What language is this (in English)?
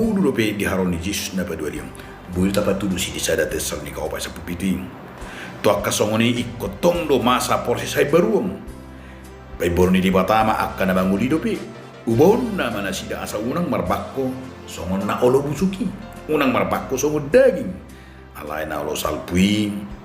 Batak Toba